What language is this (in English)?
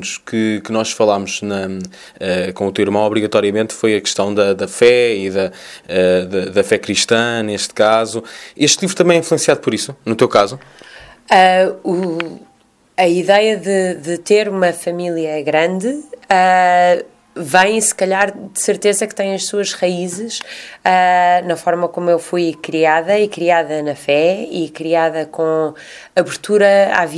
Portuguese